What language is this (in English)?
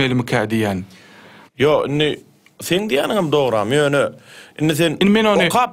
Turkmen